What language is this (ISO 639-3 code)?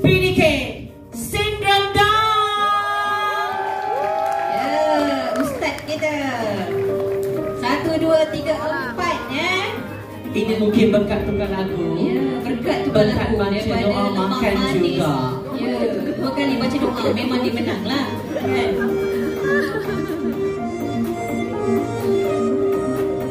msa